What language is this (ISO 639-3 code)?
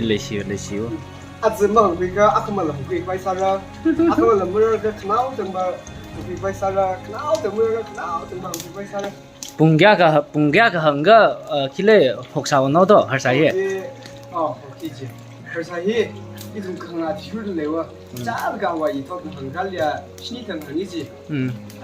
nmf